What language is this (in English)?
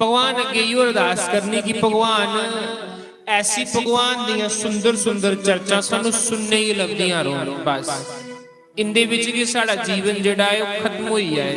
Dogri